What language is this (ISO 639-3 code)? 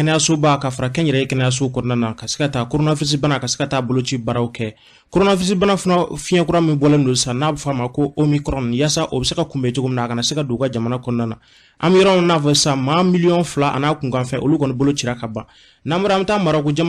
bam